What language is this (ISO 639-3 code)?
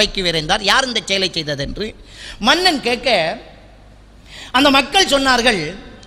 tam